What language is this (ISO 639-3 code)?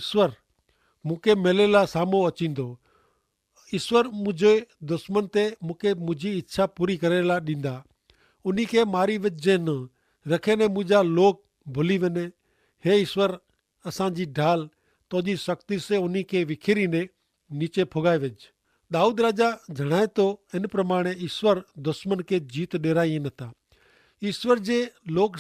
kfr